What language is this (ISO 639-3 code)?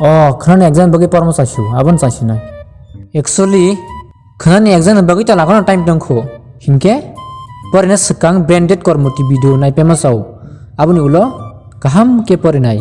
trp